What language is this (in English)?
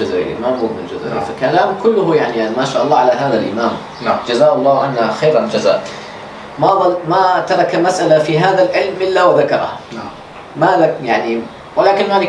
Arabic